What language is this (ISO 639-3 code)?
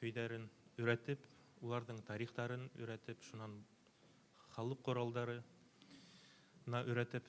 bak